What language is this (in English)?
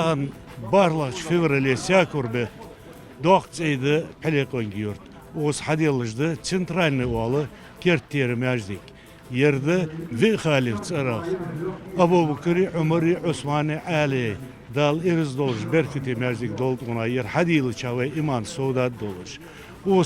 Ingush